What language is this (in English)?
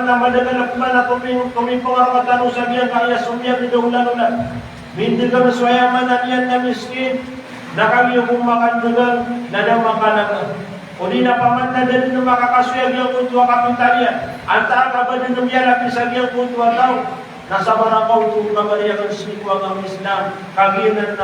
Maranao